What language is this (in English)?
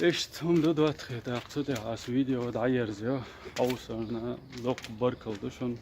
Chechen